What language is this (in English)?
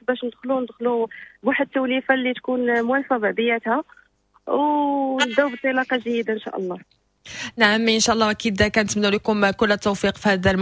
Moroccan Arabic